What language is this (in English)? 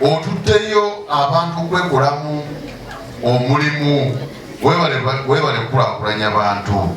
Ganda